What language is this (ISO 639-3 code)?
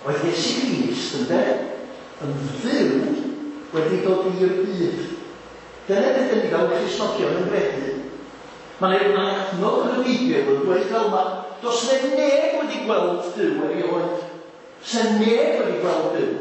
cym